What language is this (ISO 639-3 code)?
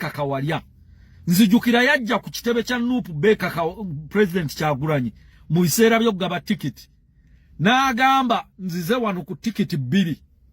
lug